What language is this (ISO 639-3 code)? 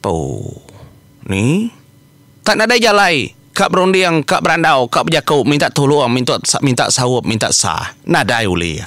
iba